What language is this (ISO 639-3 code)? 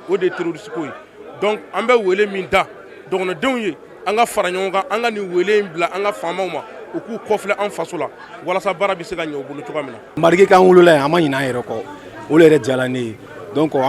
bam